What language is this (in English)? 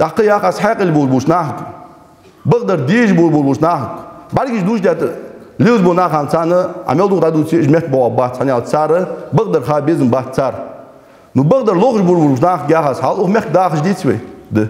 Ingush